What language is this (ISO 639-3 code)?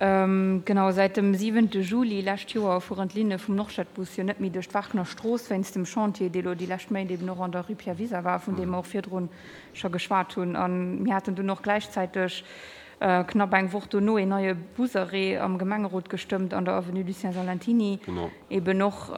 ltz